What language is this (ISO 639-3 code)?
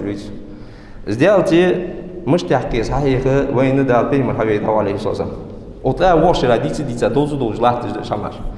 inh